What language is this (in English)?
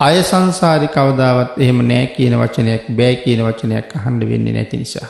Sinhala